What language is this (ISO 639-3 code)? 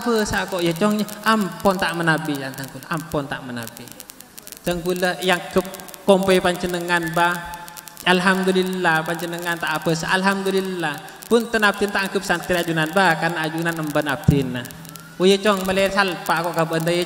mad